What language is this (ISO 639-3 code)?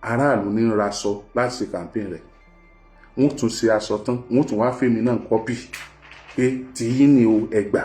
yor